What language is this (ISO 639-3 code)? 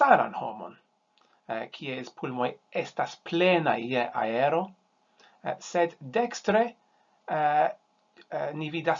epo